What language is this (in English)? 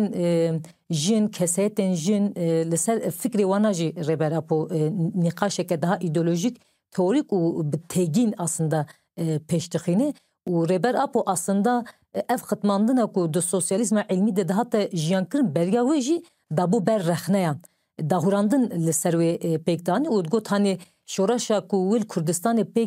Kurdish